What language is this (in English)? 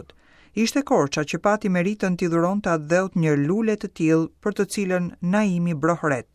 Albanian